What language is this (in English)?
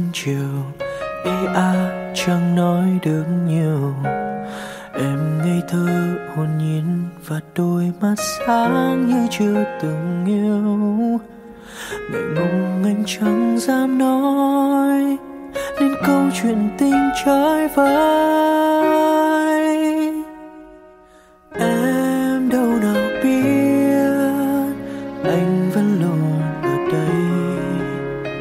Vietnamese